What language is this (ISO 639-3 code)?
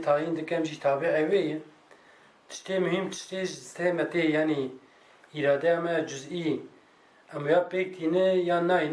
kur